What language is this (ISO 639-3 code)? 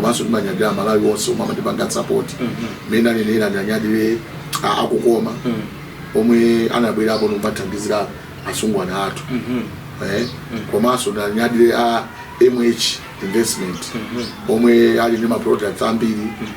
nya